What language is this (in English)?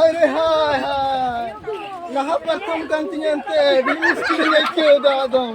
Santali